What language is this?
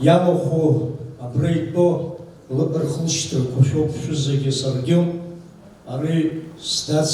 Abkhazian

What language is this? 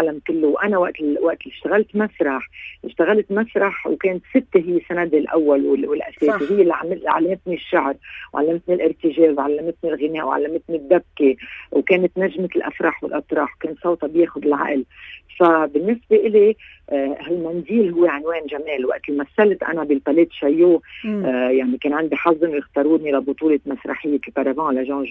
North Levantine Arabic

